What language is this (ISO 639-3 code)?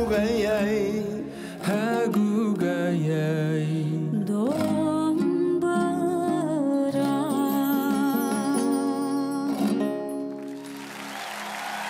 kaz